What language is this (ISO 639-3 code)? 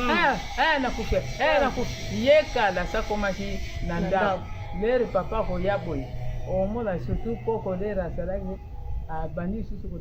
lin